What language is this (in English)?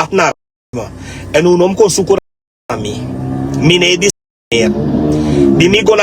Sranan Tongo